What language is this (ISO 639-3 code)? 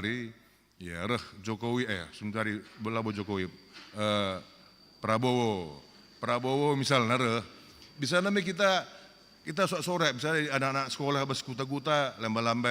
btx